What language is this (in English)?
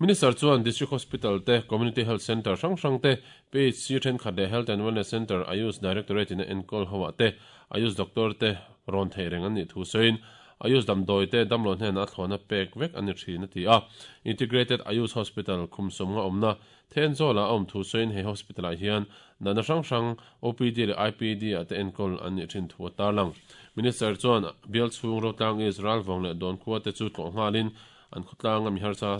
Mizo